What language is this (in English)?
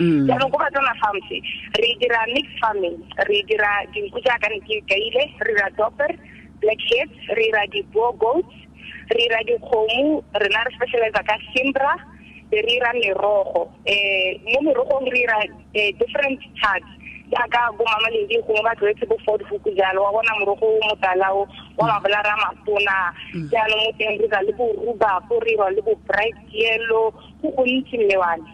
Tswana